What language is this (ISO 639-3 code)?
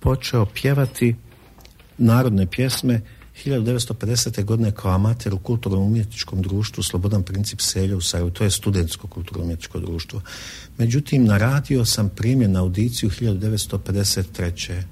bos